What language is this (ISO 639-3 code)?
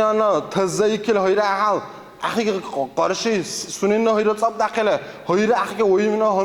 dar